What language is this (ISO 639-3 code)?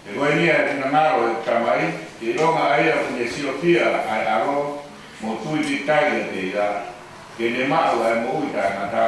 ton